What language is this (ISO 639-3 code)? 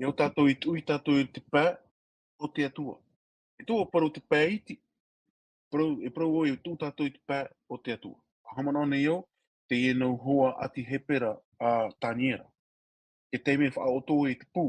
tah